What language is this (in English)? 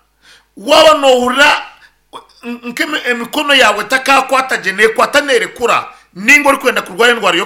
Nyankole